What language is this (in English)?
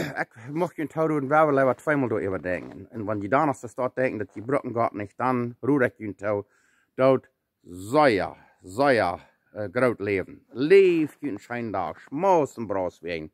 Plautdietsch